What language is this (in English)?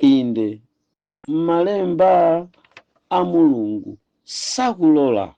Nyanja